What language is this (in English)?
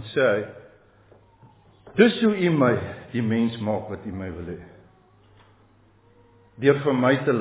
Afrikaans